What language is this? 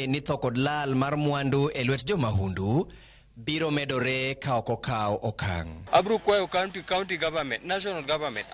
Luo (Kenya and Tanzania)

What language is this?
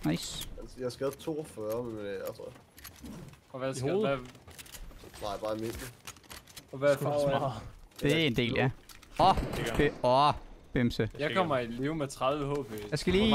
Danish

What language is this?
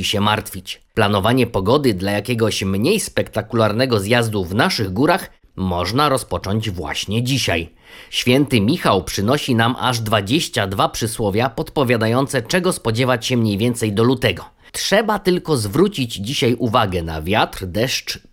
Polish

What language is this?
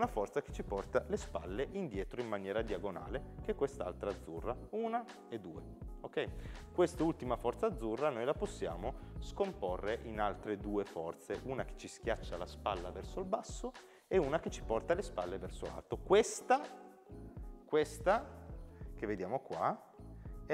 Italian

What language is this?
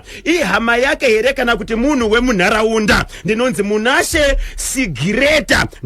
Shona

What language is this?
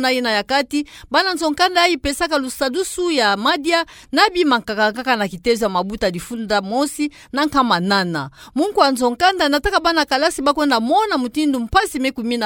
Kituba (Democratic Republic of Congo)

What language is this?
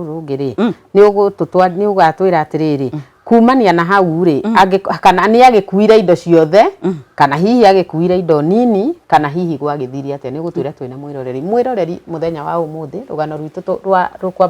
Kikuyu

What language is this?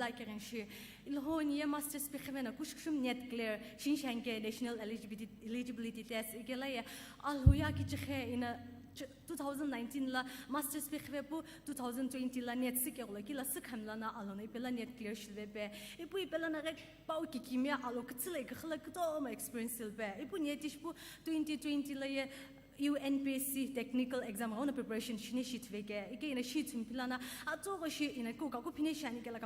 Sumi Naga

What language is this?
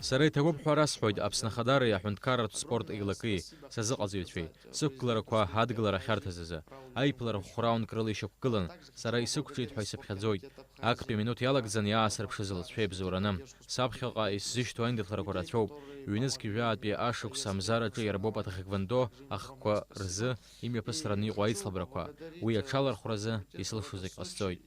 Abkhazian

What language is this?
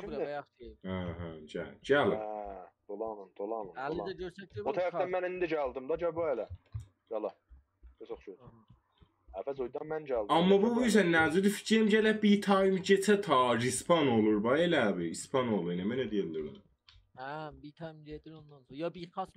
South Azerbaijani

